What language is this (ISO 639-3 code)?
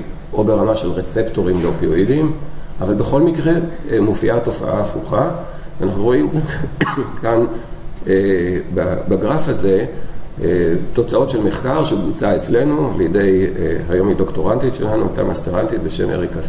heb